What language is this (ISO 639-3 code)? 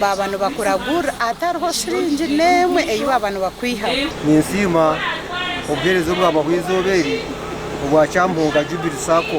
nyn